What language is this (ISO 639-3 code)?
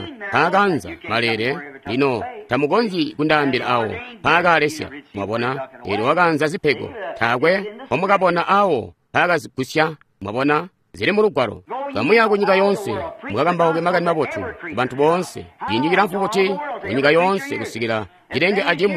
toi